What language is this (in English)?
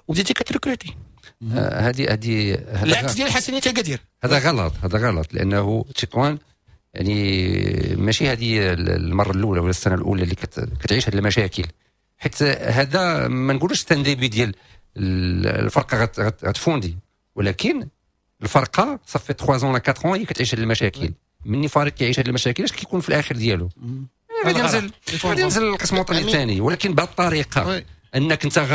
Moroccan Arabic